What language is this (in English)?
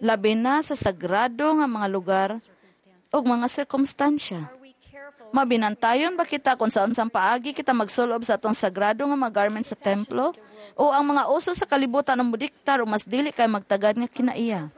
Cebuano